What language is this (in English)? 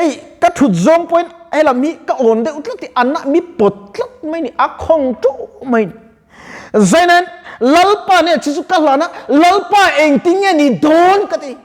Mizo